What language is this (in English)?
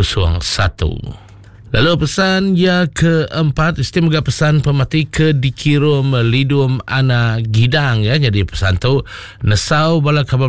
Iban